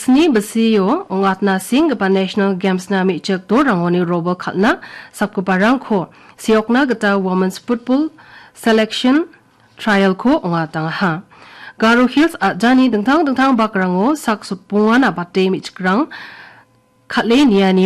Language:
Garo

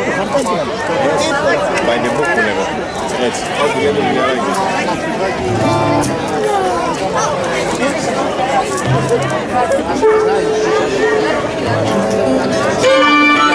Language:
Greek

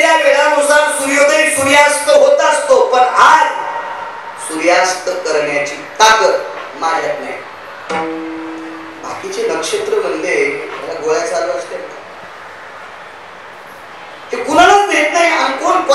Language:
Marathi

